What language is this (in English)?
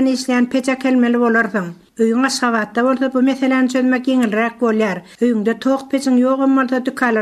Turkmen